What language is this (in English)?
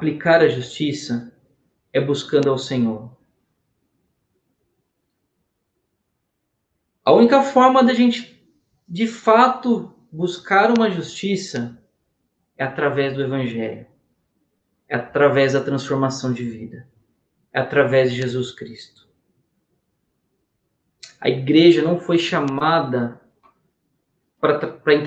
Portuguese